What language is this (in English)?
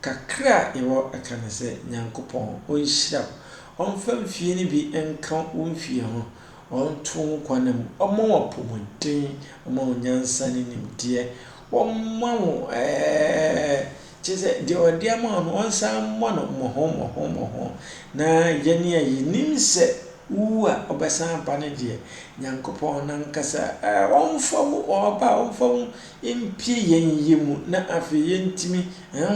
Akan